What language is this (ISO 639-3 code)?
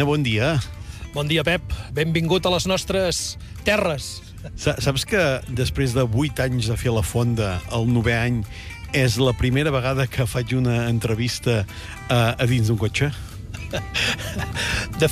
cat